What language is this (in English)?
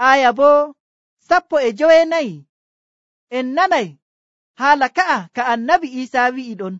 Nigerian Fulfulde